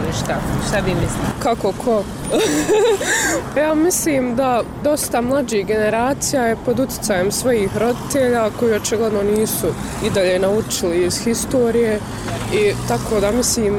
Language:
Bosnian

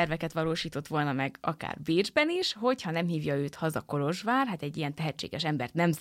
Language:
Hungarian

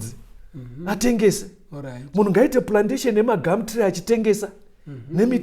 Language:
Shona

